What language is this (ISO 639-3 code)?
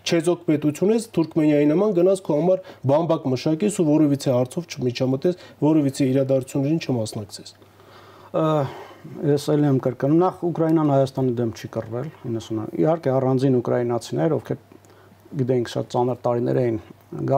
hye